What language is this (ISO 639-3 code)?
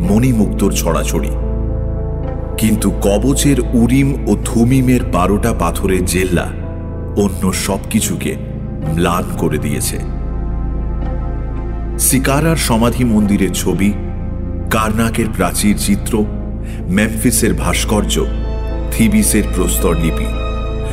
ben